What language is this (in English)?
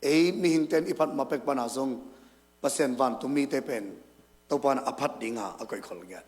Tedim Chin